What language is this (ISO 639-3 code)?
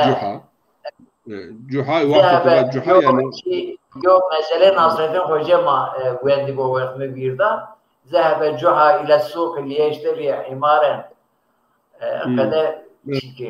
zza